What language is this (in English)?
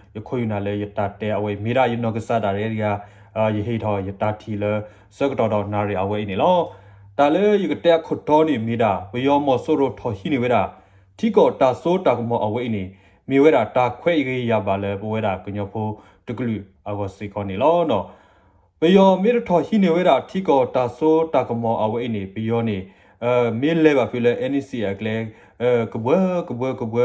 S'gaw Karen